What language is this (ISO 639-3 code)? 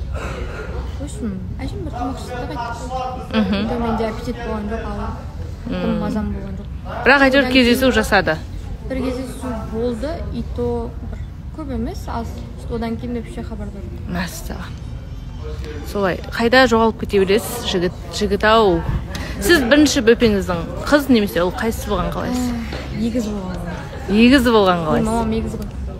kaz